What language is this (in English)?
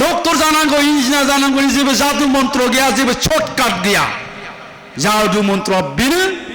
Bodo